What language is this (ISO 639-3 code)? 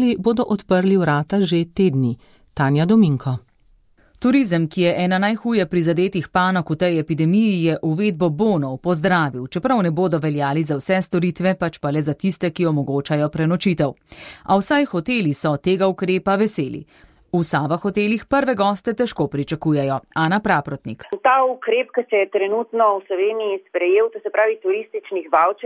slv